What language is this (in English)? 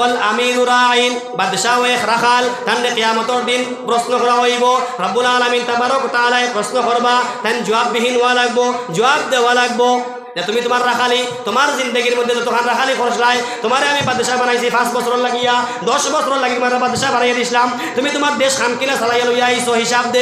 Sylheti